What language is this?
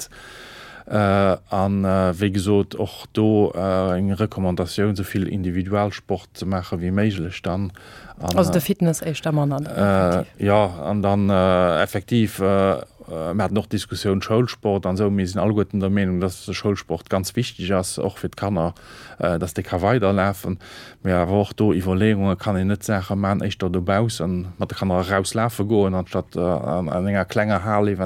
Luxembourgish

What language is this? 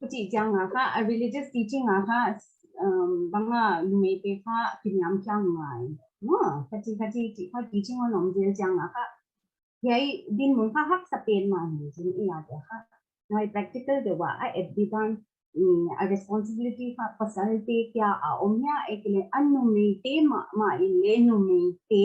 Paite Chin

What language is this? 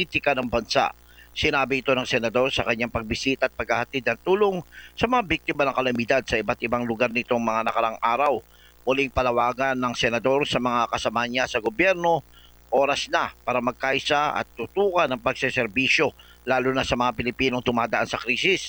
Filipino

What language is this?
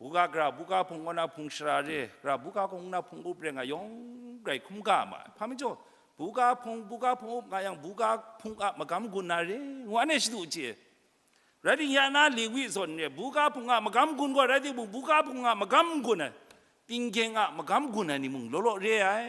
Kachin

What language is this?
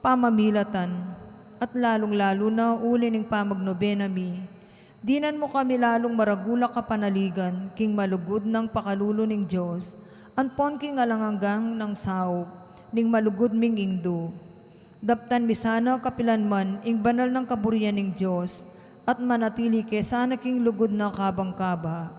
Pampanga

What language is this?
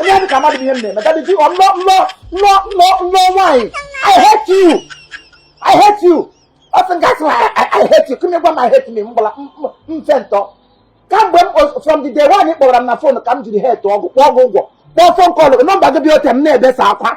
Igbo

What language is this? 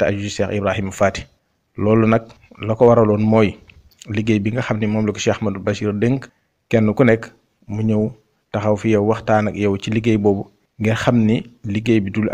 Wolof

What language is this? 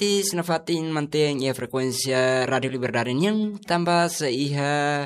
Tetum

